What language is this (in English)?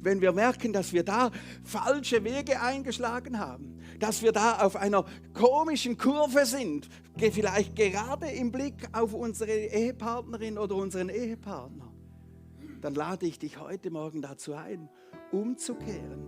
Swiss German